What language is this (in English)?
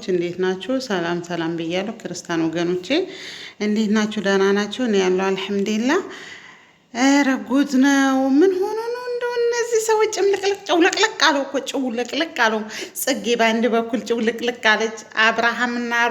Amharic